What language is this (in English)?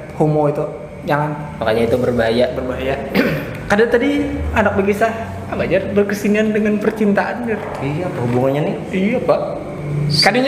Banjar